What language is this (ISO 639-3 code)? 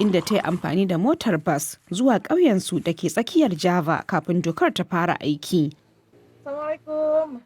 hau